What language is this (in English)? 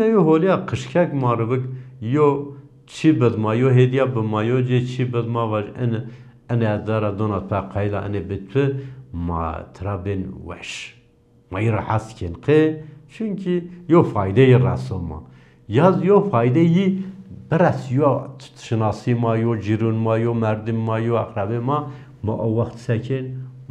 Zaza